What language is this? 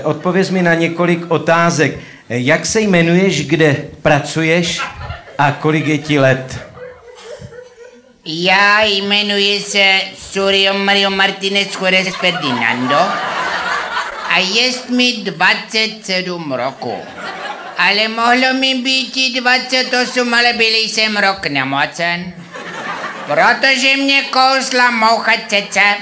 Czech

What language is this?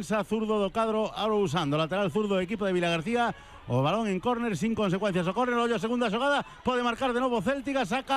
Galician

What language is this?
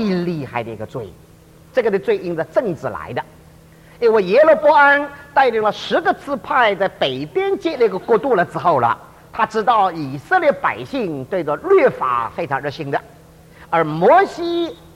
Chinese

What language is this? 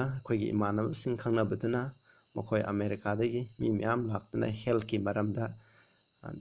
Manipuri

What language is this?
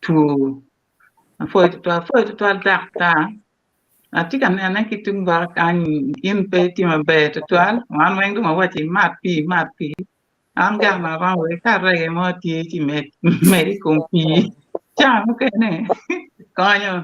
Acoli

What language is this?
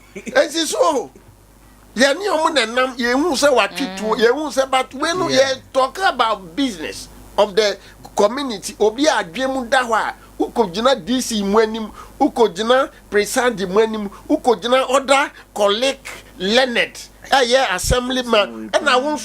Akan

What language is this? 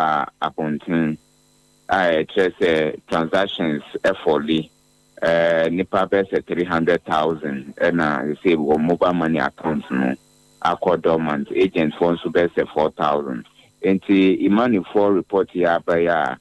Akan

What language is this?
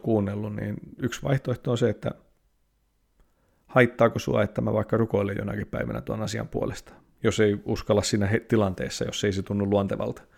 Finnish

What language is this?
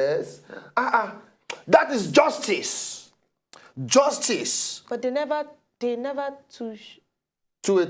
Nigerian Pidgin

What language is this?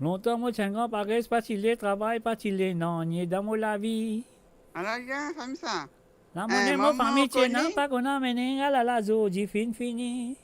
Morisyen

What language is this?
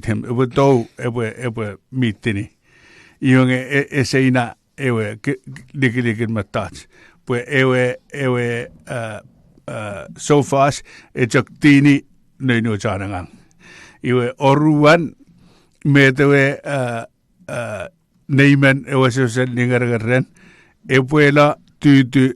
Chuukese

